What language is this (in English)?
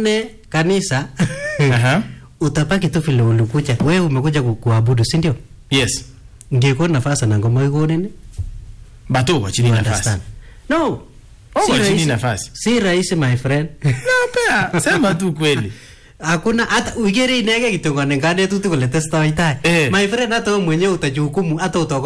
Swahili